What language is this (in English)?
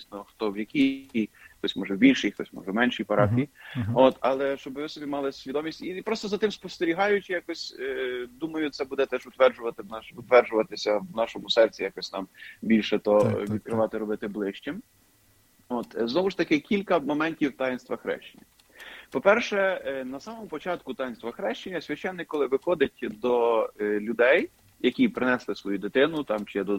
Ukrainian